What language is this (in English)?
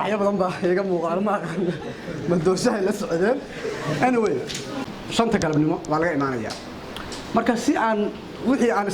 Somali